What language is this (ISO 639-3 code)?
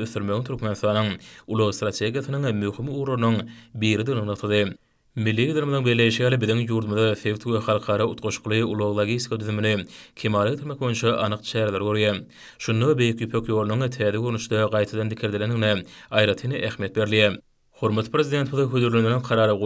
tuk